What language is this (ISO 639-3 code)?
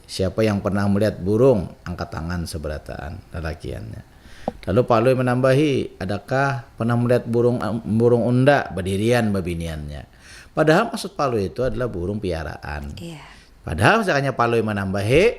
bjn